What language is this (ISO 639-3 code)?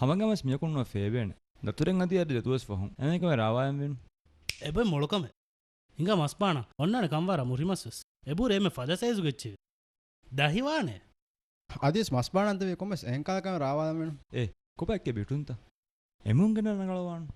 div